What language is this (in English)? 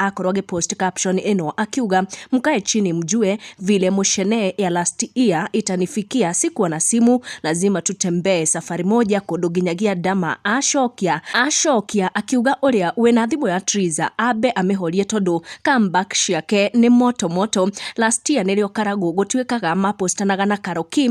Kikuyu